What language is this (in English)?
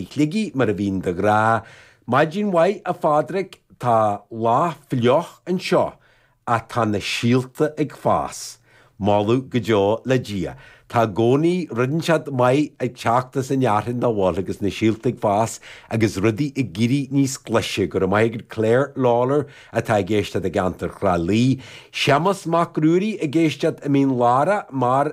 Irish